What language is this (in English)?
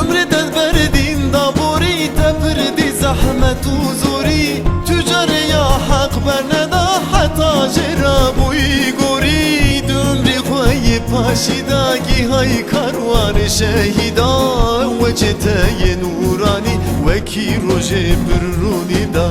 Kurdish